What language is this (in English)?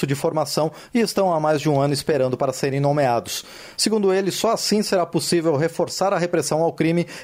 Portuguese